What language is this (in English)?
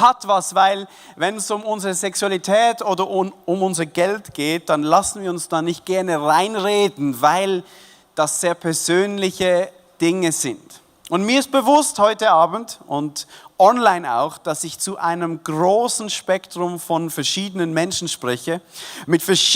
Swiss German